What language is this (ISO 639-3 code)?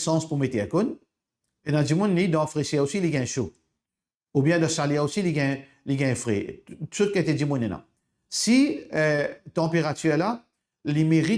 mfe